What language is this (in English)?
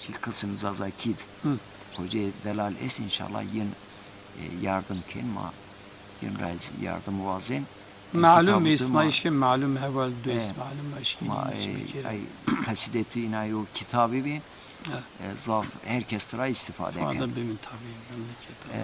Zaza